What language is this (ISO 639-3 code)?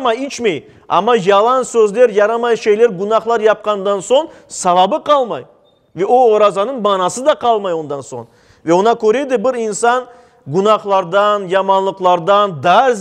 crh